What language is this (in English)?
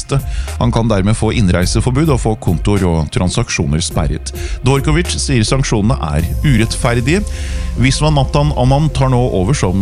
Norwegian